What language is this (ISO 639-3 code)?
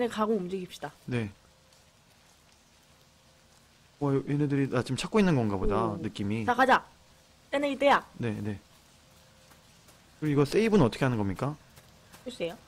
kor